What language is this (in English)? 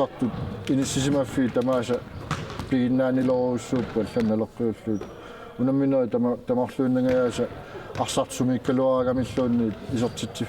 Kalaallisut